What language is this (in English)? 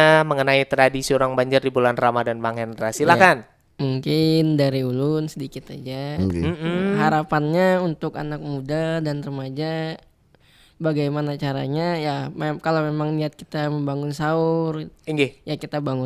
Banjar